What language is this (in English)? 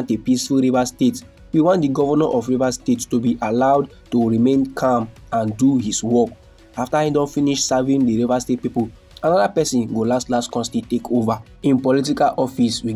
Nigerian Pidgin